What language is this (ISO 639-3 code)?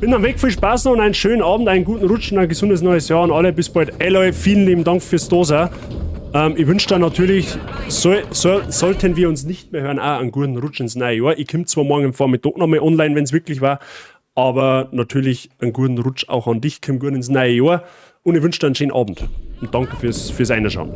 bar